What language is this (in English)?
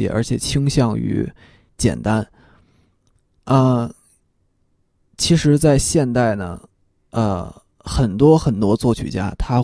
Chinese